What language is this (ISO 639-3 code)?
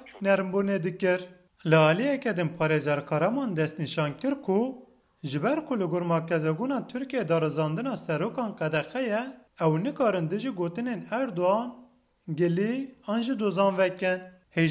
kur